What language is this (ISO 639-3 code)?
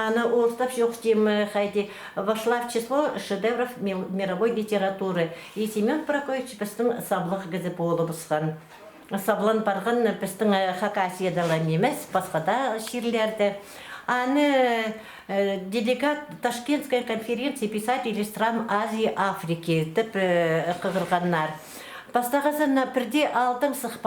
kjh